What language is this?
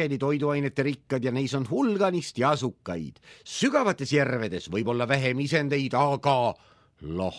Estonian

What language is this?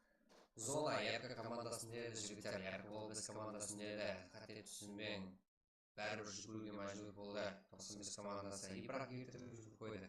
Kara-Kalpak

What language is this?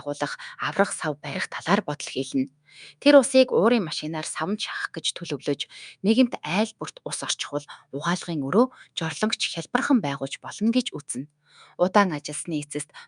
Mongolian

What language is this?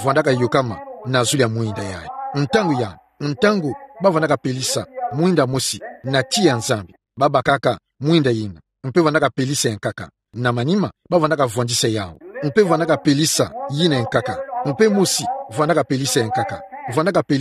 Kituba (Democratic Republic of Congo)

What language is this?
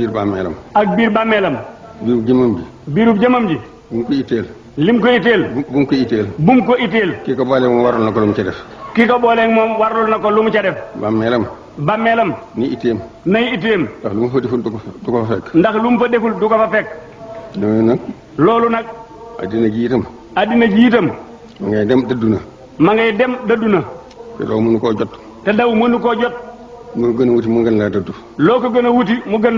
Wolof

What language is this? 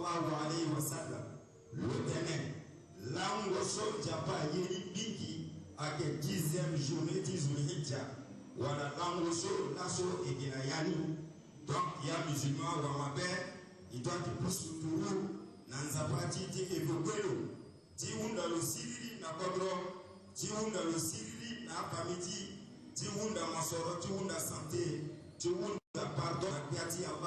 Sango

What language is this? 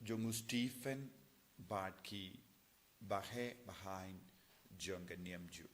Khasi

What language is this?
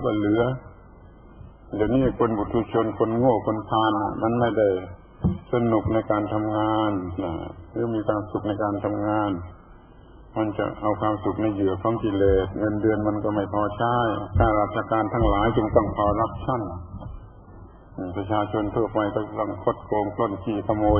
Thai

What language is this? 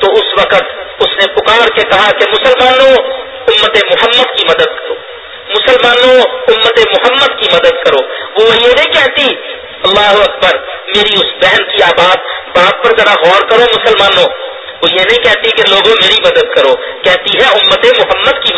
Urdu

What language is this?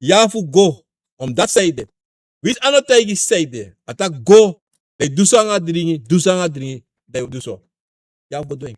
Sranan Tongo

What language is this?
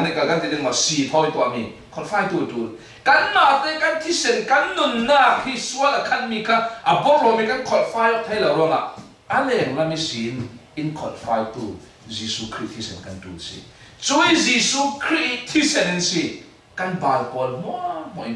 Falam Chin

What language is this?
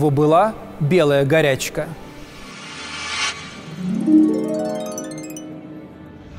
Russian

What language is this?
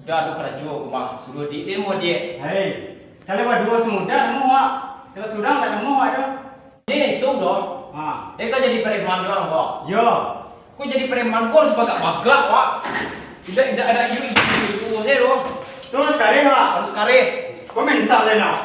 Minangkabau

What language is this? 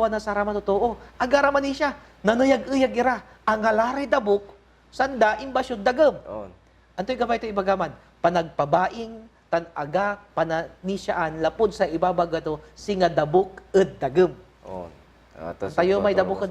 Pangasinan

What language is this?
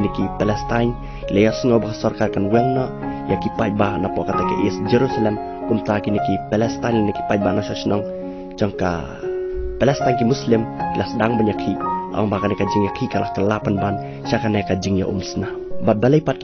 Khasi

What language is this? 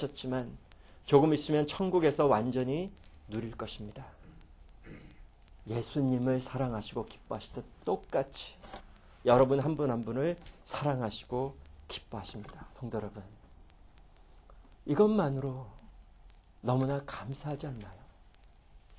Korean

